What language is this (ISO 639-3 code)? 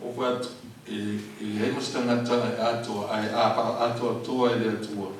smo